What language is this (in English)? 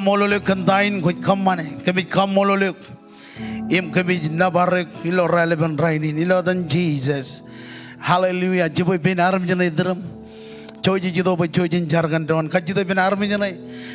Marshallese